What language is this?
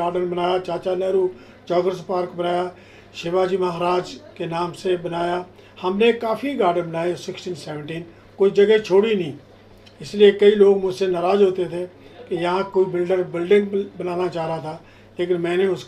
Hindi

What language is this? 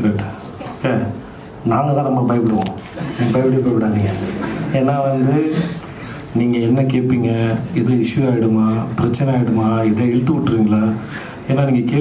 Tamil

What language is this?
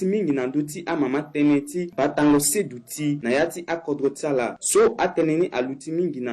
Sango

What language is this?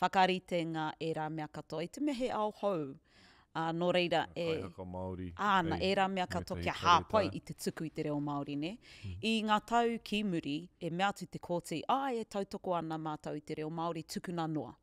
Māori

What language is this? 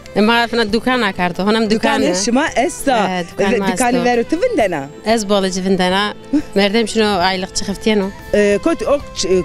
Zaza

